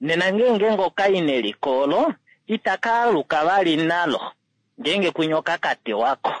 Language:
Kuanyama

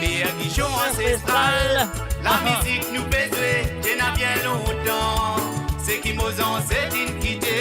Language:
Morisyen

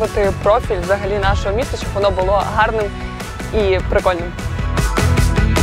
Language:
Ukrainian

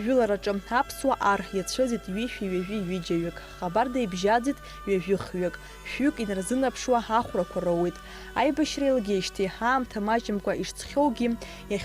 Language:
Abkhazian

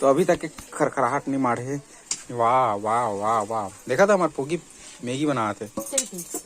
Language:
Chhattisgarhi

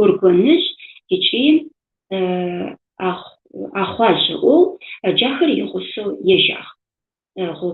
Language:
Adyghe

